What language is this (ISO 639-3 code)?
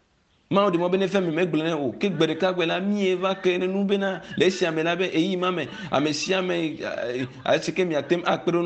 ewe